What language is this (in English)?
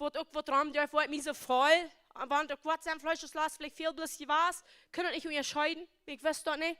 Plautdietsch